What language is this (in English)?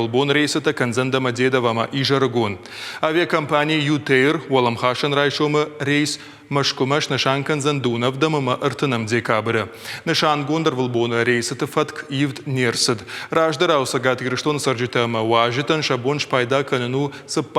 Ossetic